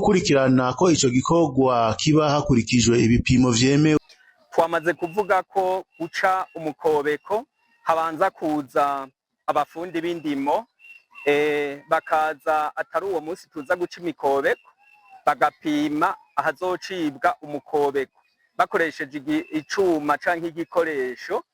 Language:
Rundi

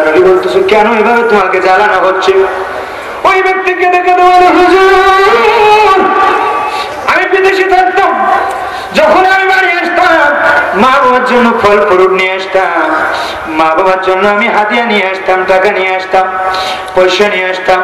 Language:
Bangla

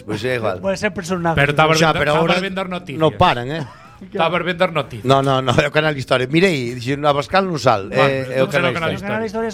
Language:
Galician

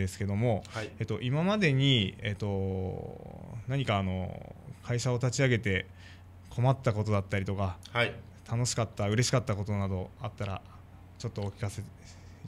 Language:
Japanese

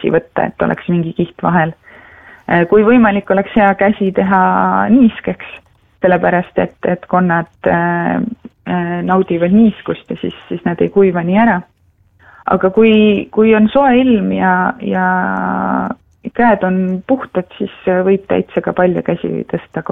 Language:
Estonian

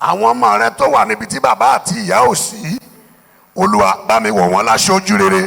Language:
Yoruba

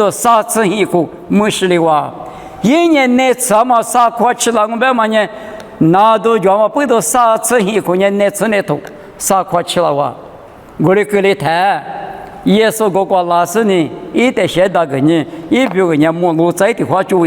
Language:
Lisu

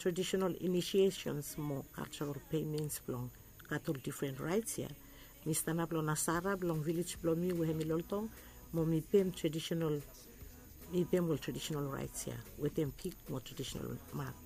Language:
Bislama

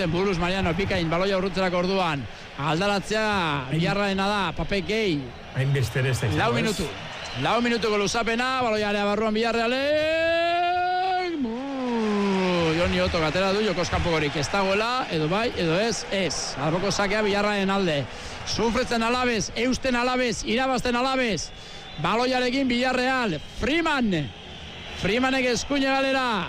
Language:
Basque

